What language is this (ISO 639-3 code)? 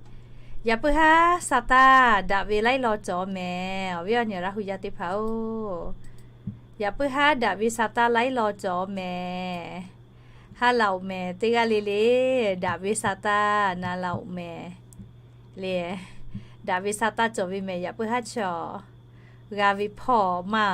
lhu